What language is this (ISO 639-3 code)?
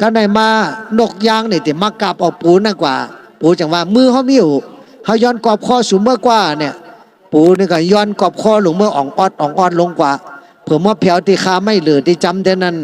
shn